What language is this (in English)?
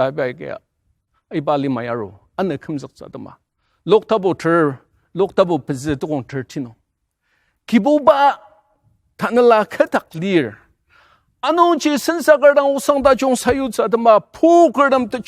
Ao Naga